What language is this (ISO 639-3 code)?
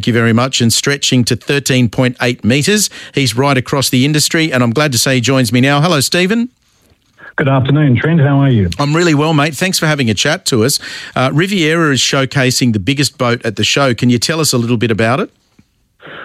eng